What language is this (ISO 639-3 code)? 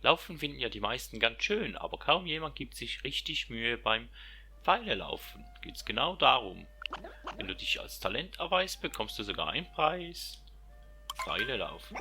gsw